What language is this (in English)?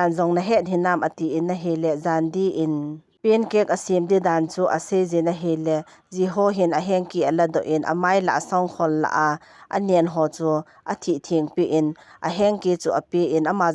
Thado Chin